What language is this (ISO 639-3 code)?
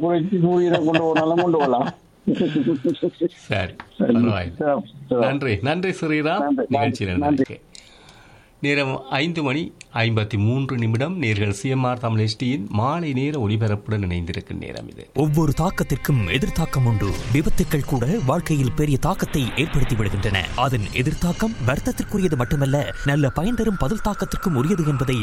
tam